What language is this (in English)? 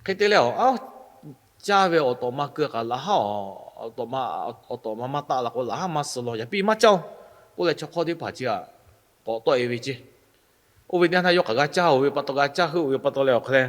Lahu